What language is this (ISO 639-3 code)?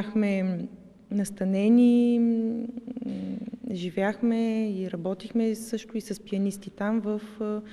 bul